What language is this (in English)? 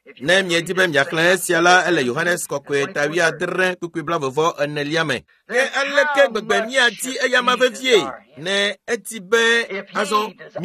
Ewe